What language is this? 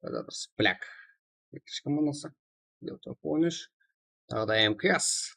Kara-Kalpak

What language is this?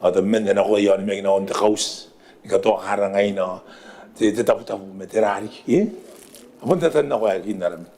Gilbertese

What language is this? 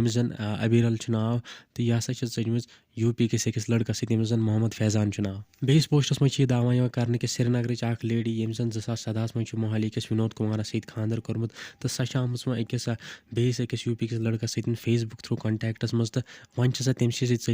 Kashmiri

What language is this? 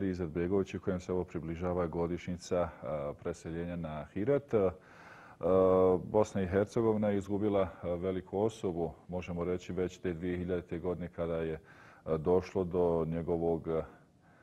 Bosnian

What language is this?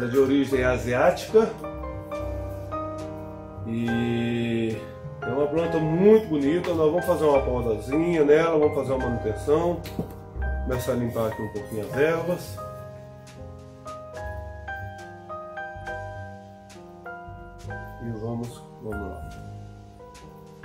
Portuguese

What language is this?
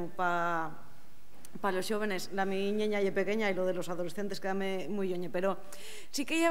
Asturian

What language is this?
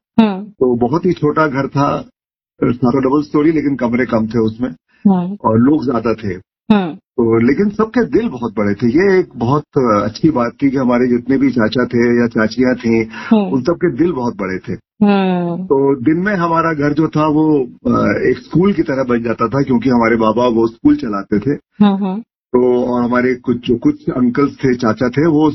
Hindi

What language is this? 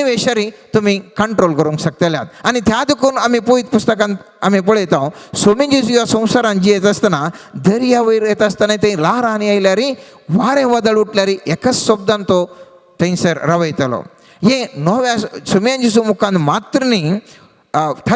Konkani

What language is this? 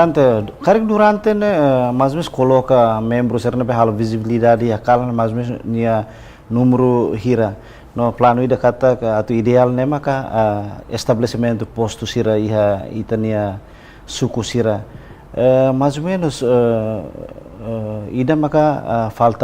Tetum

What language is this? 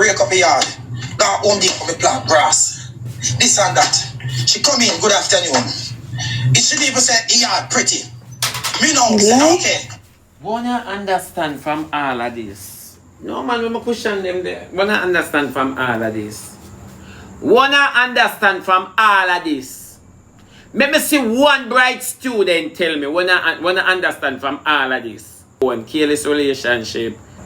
Jamaican Creole English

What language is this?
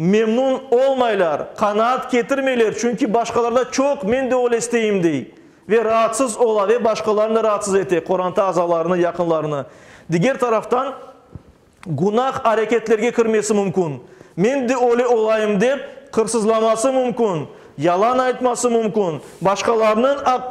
Crimean Tatar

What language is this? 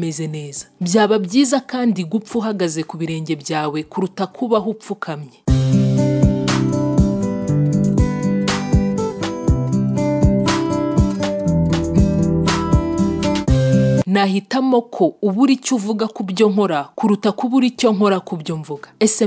Kinyarwanda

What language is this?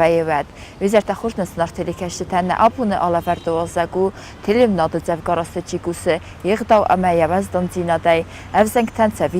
Ossetic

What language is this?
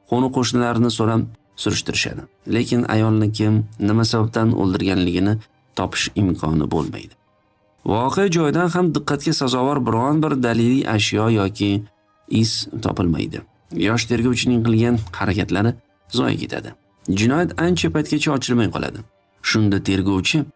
Uzbek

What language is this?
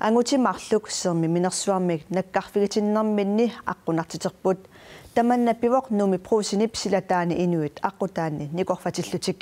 Kalaallisut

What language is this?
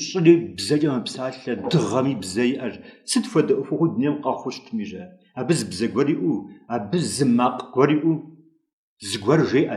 Kabardian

